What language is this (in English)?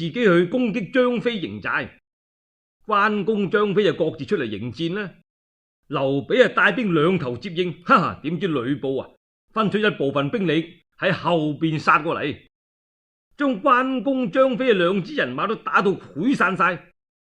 Cantonese